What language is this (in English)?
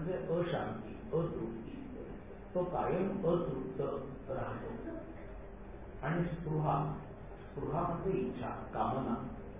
Marathi